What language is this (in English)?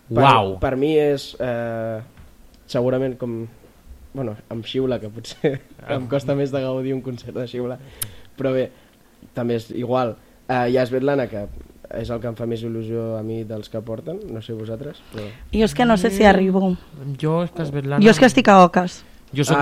Catalan